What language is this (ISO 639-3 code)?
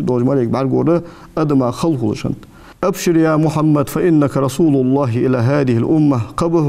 inh